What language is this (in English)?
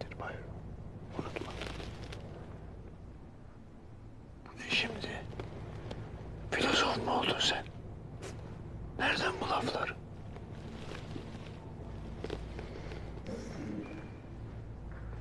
Turkish